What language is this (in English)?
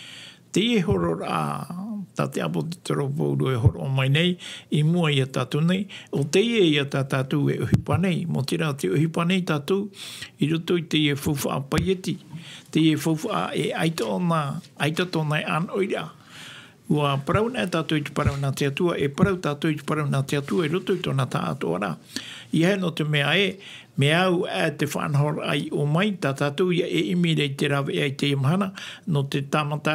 Tahitian